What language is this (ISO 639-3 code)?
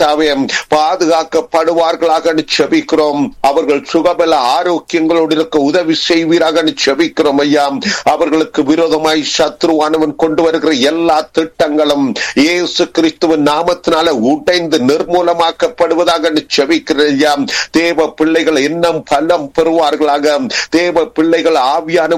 tam